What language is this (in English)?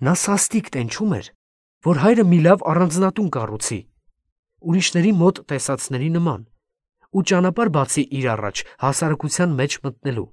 Armenian